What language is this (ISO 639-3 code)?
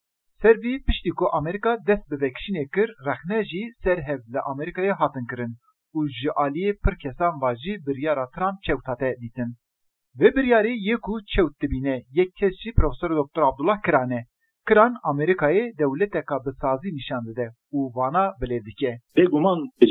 kur